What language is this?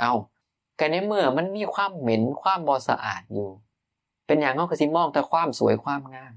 Northeastern Thai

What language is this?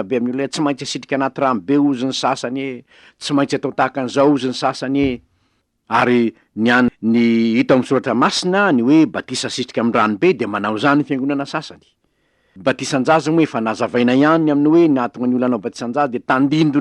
Malagasy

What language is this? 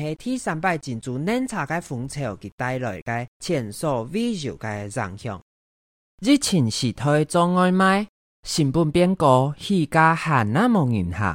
Hakka Chinese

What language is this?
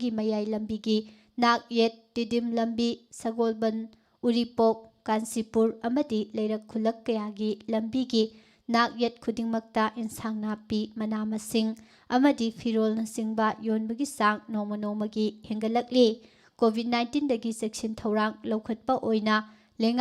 Manipuri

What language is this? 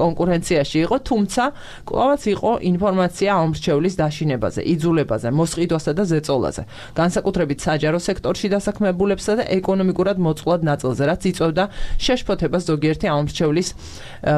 Georgian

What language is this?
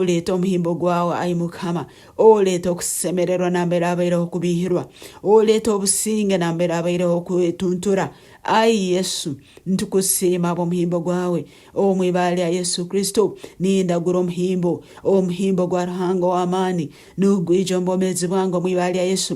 Nyankole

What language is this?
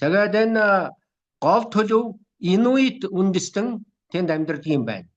Mongolian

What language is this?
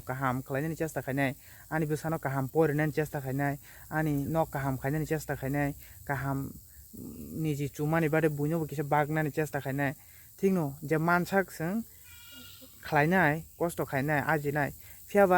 Kok Borok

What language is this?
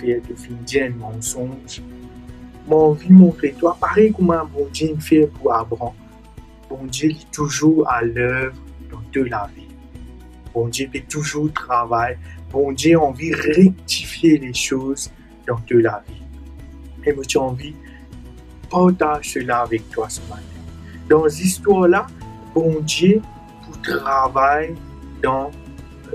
Morisyen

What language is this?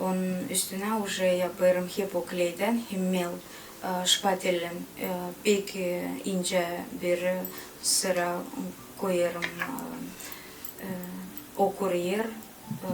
Gagauz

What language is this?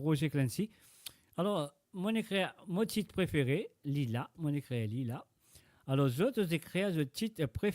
Morisyen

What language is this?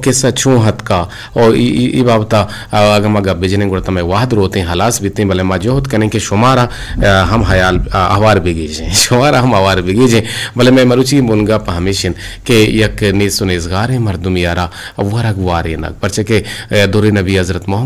Eastern Balochi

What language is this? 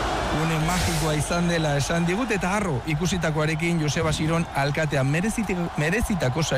Basque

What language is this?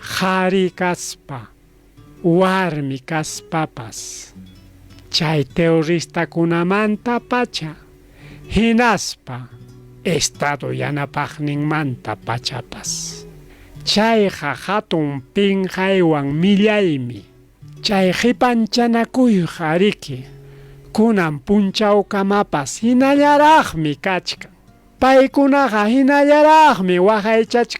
Ayacucho Quechua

